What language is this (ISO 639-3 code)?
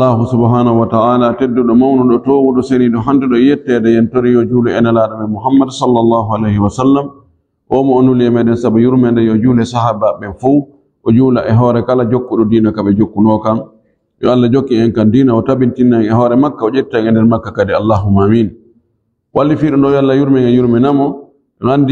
ful